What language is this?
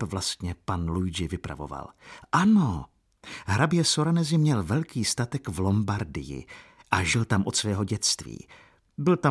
Czech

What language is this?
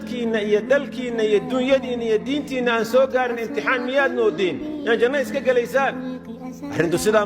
Somali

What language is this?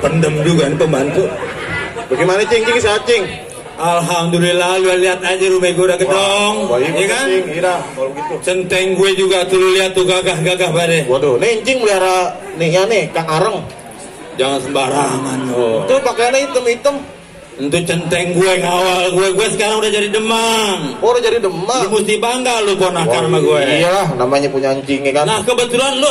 Betawi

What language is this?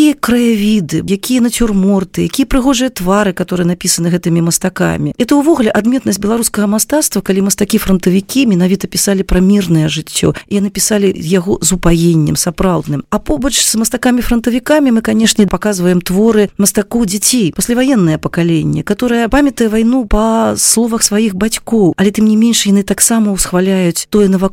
Belarusian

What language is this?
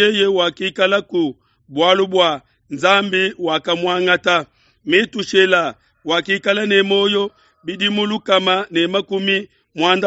Luba-Lulua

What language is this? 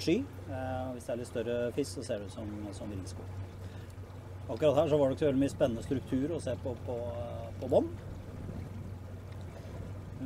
Norwegian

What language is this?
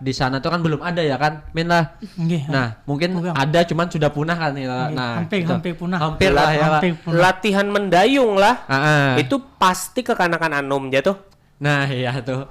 Banjar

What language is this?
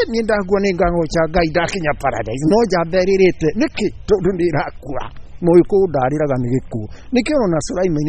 Kikuyu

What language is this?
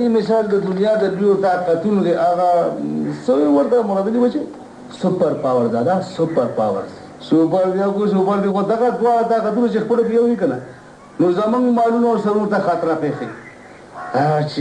Pashto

